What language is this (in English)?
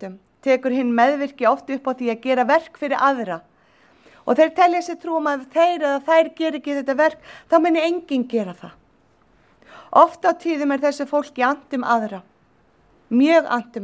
Icelandic